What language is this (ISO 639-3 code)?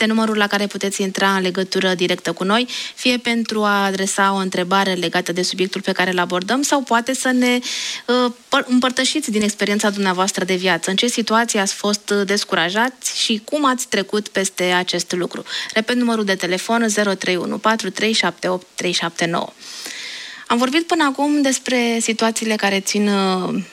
ron